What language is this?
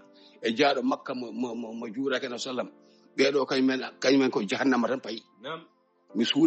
Fula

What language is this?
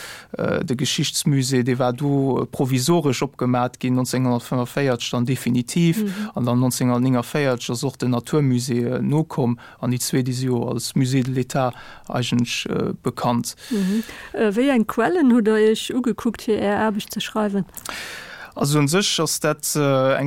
Luxembourgish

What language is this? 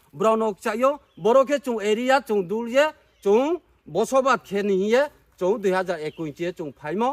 Riang (India)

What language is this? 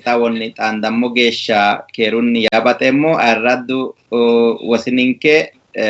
Sidamo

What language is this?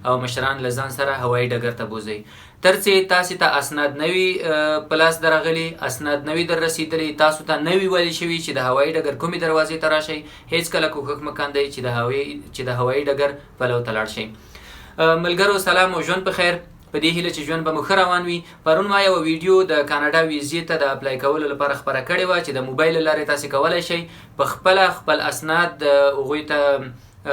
Pashto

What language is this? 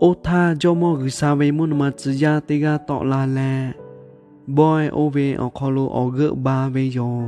Lahu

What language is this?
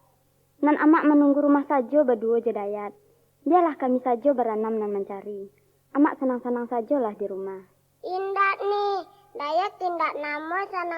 Minangkabau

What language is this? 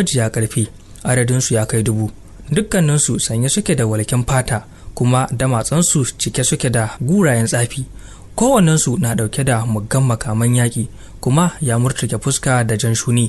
Hausa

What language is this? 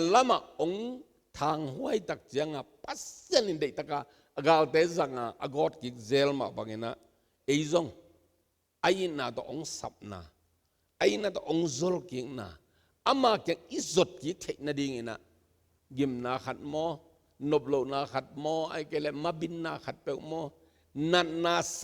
Tedim Chin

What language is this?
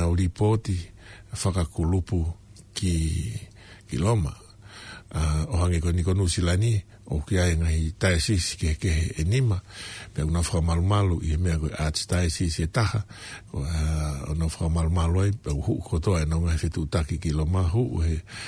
Tongan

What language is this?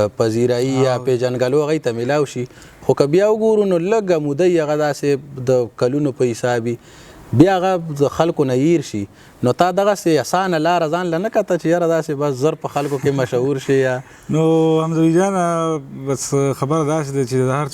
Pashto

